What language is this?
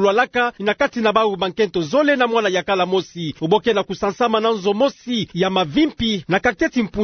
Kituba (Democratic Republic of Congo)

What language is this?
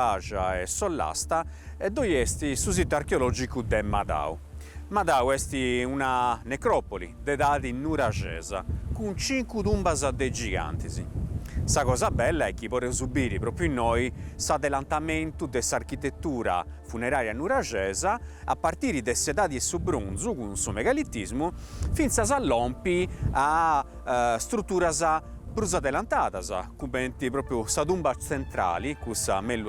Sardinian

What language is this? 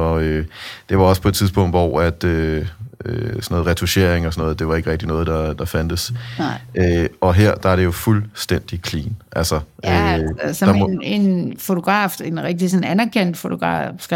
Danish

